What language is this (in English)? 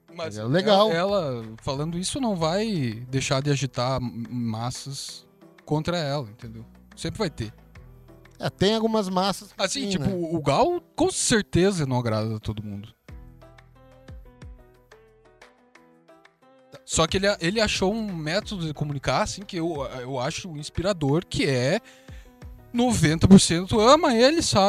Portuguese